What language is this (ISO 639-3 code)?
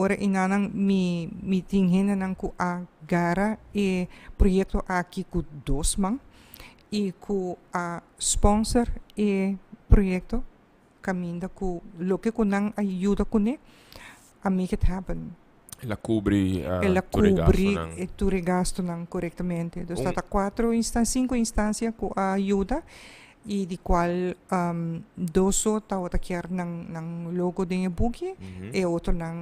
pap